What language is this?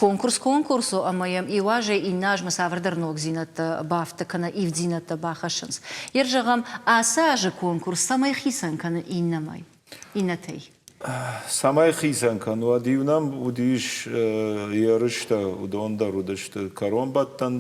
Ossetic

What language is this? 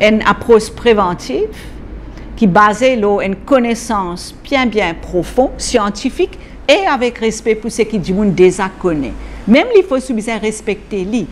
Morisyen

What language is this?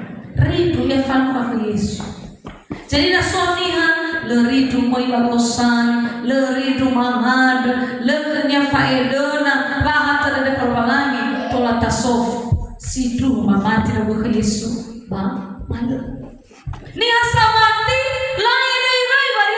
Nias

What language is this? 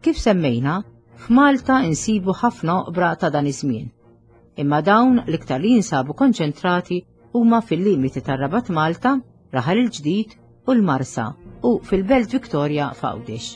Maltese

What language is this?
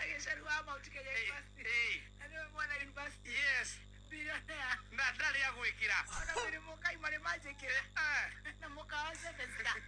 Kikuyu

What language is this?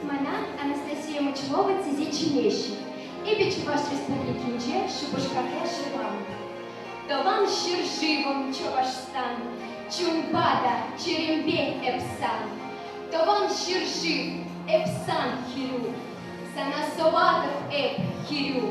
Chuvash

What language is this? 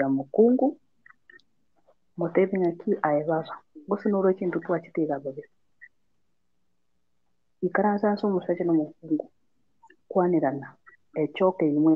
Gusii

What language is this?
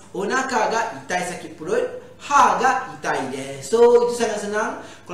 Malay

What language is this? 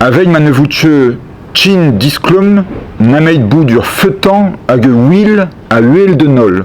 Breton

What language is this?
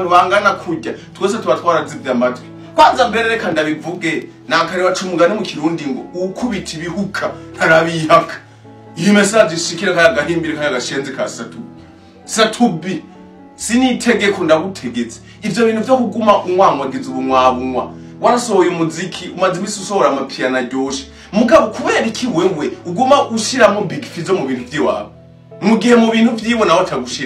Rundi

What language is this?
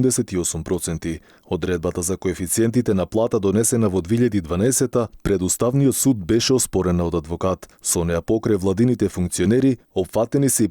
Macedonian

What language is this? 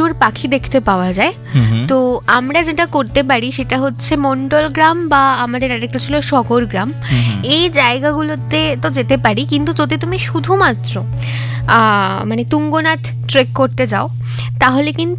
Bangla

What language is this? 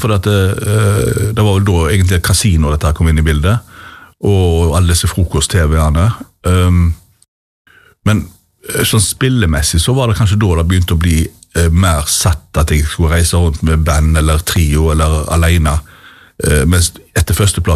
Norwegian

